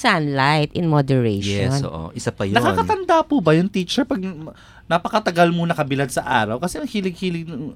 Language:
Filipino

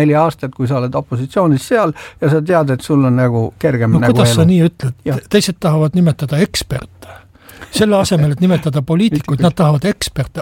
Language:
Estonian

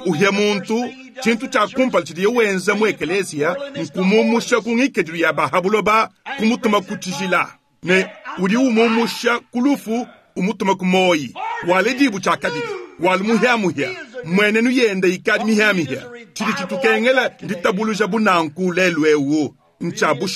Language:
Luba-Lulua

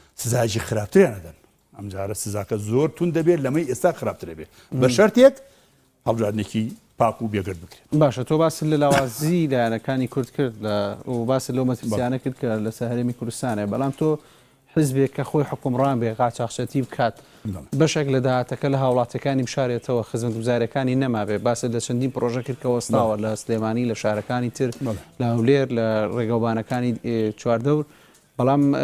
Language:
Central Kurdish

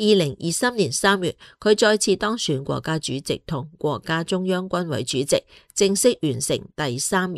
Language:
Cantonese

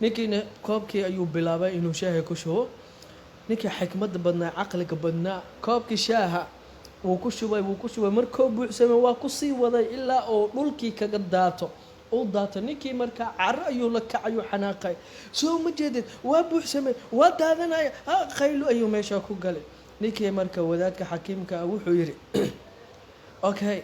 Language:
Somali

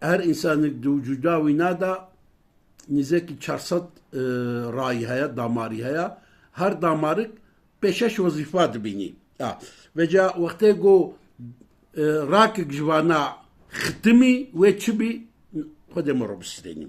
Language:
Kurdish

